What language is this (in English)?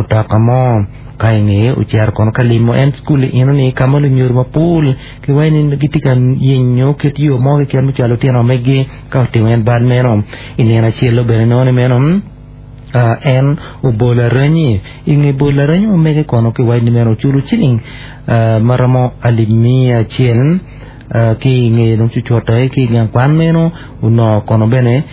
Acoli